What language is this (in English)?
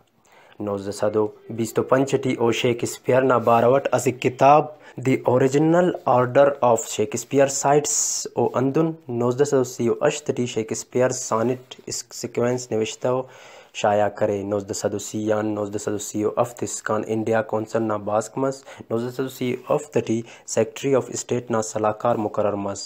Brahui